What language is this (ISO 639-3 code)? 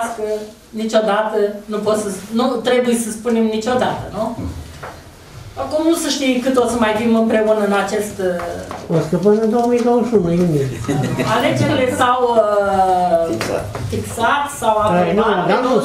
ron